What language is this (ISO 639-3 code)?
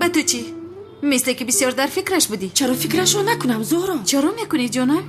tgk